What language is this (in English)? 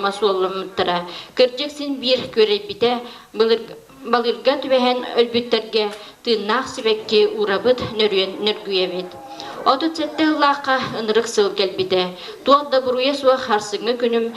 Yakut